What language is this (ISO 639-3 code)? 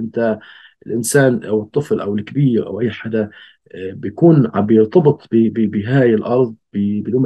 apc